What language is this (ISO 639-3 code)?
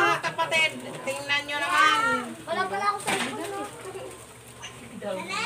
fil